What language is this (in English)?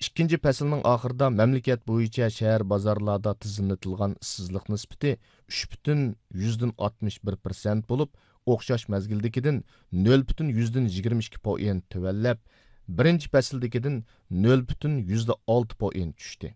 Uyghur